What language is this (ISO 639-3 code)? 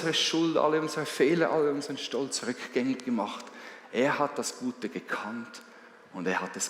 gsw